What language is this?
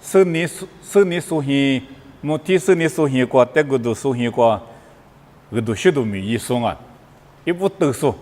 Lisu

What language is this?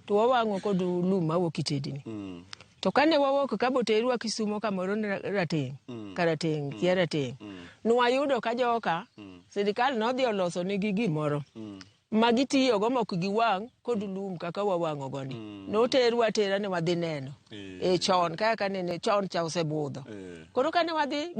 Luo (Kenya and Tanzania)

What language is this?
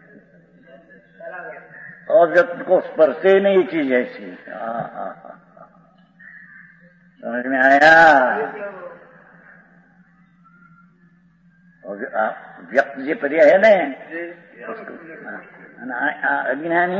Hindi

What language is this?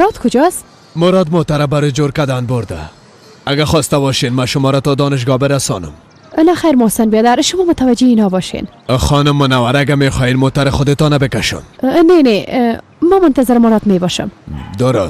Persian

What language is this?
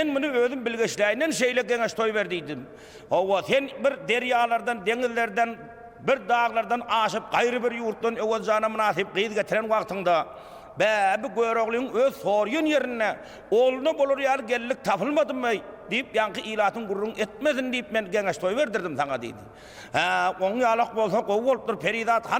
Turkmen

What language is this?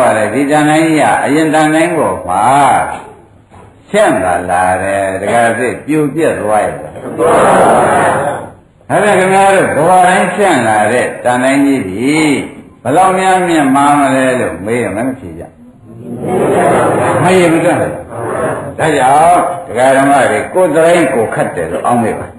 Burmese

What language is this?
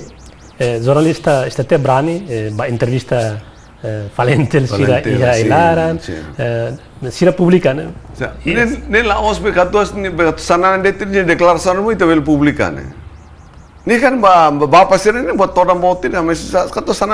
Tetum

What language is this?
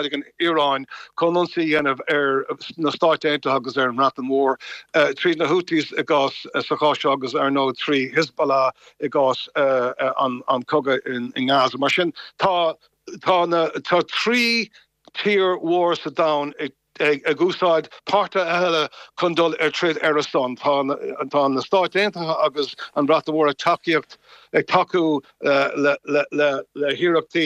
Irish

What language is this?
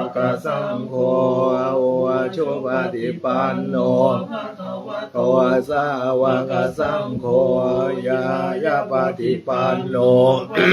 Pali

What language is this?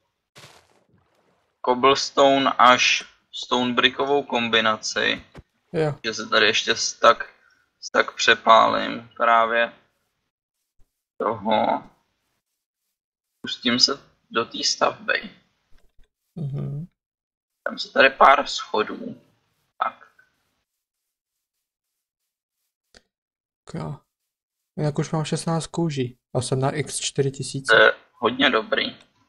Czech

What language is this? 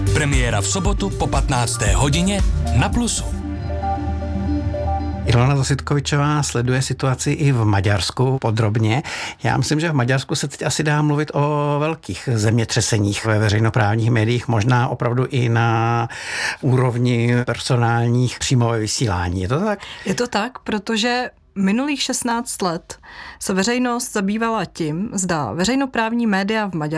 Czech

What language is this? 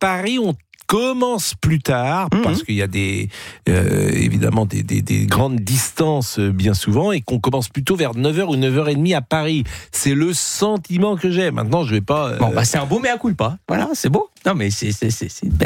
French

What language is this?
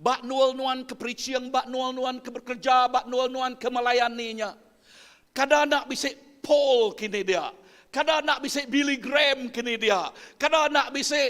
Iban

